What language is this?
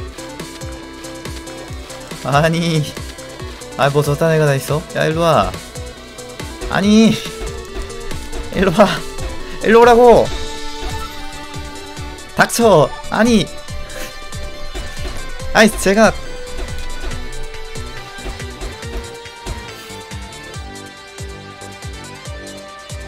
Korean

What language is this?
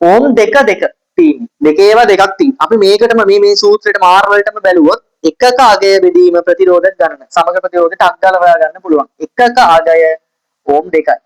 Sinhala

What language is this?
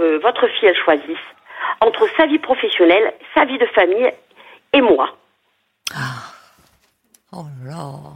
French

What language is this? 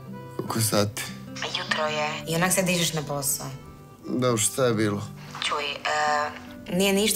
Croatian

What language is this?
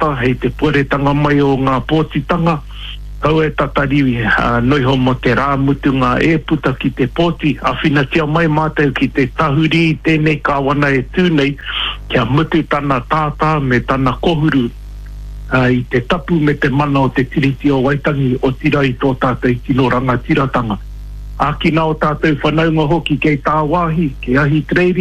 Māori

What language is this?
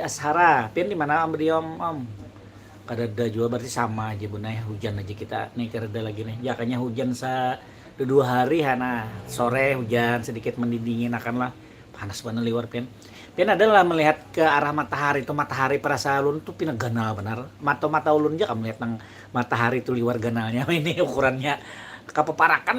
Banjar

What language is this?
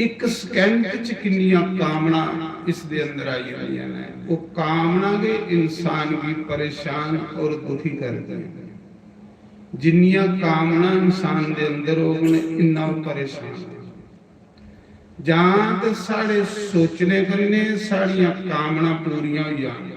Dogri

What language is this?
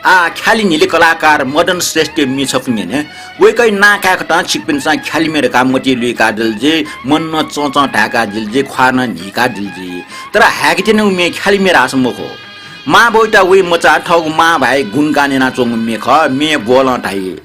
Newari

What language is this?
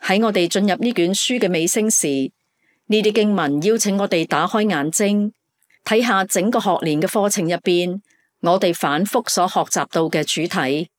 Cantonese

